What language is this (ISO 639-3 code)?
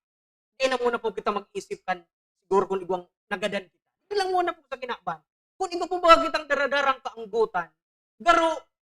bik